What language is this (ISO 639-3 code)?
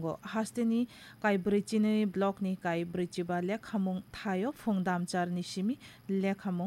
trp